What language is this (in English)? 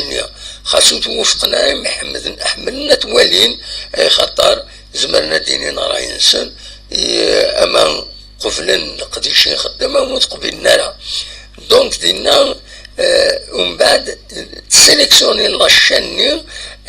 Kabyle